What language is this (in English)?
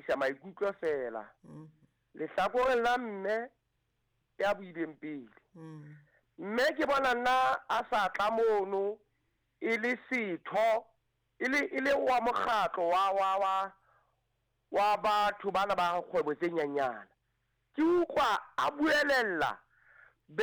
Southern Sotho